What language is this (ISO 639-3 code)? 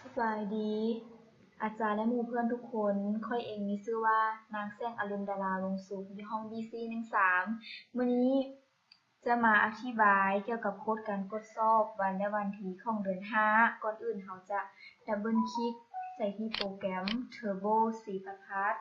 lao